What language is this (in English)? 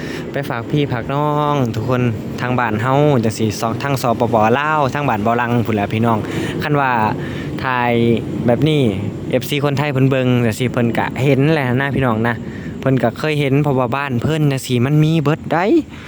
Lao